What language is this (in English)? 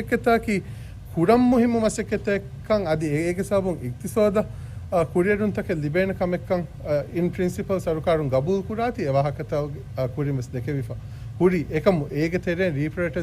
Divehi